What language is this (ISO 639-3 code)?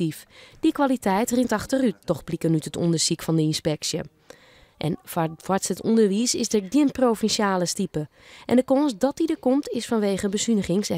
fry